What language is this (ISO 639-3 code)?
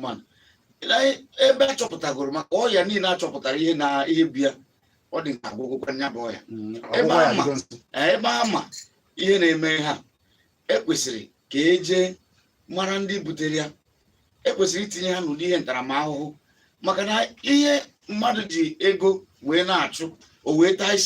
ibo